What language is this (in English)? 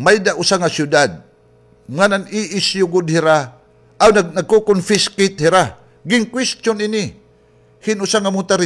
Waray